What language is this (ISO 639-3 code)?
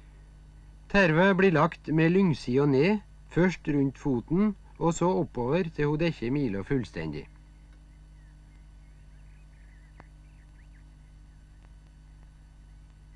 nor